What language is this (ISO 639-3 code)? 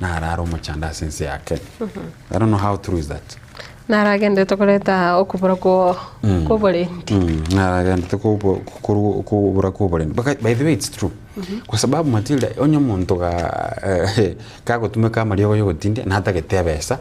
guz